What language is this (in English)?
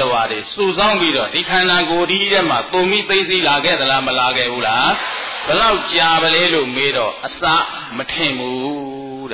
Burmese